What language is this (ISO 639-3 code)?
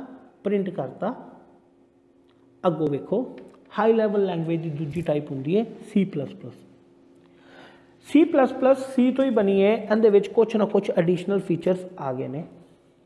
pan